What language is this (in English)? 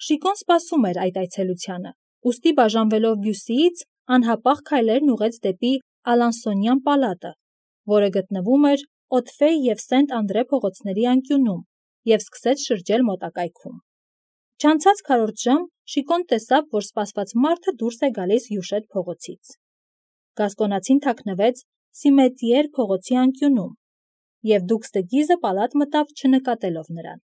Armenian